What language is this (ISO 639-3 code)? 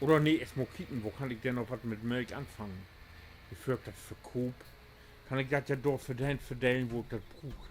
nds